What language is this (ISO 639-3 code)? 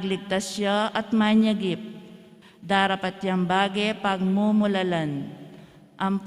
pam